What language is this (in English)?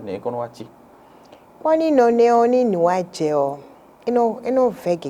Fon